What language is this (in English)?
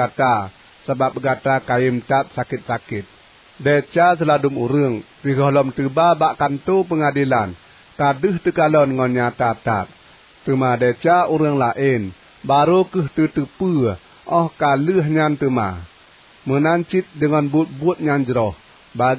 Achinese